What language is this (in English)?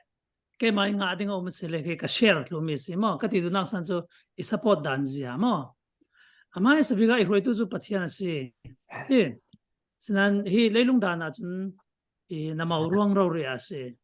Falam Chin